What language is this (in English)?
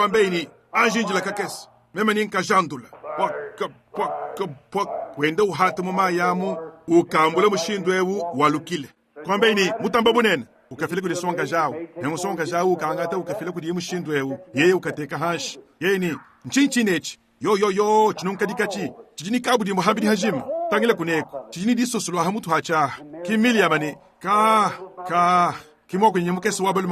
Luba-Lulua